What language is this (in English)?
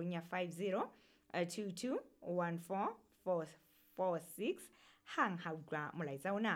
Southern Sotho